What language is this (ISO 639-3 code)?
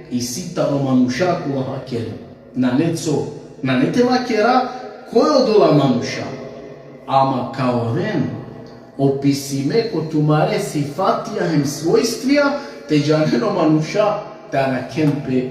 rmn